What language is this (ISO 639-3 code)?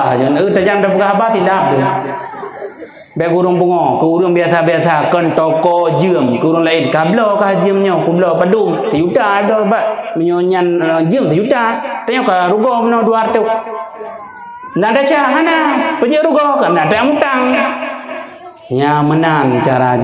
ace